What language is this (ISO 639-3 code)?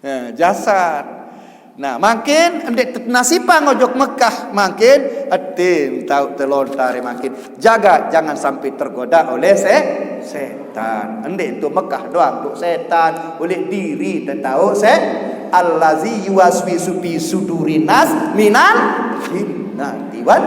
sas